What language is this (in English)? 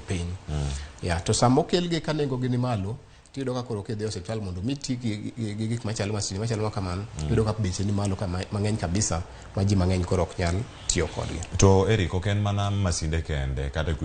Luo (Kenya and Tanzania)